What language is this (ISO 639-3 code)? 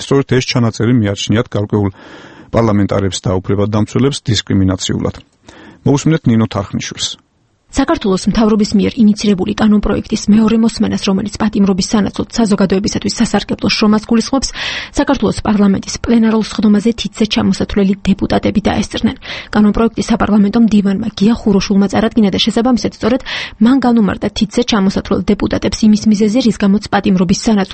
kat